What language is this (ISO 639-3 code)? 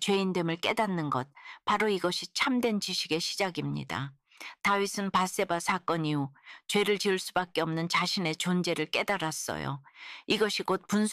kor